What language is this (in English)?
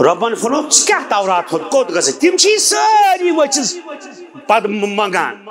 Kashmiri